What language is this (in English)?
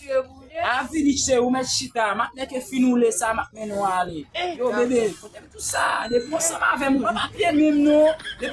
Haitian Creole